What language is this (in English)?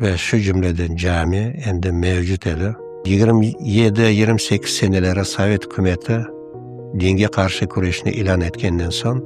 Crimean Tatar